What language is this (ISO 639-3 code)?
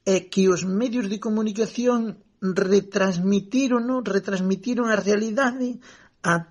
glg